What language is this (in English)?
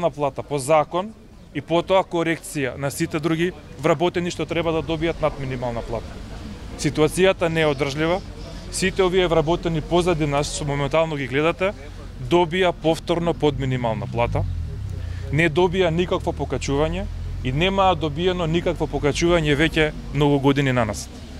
Macedonian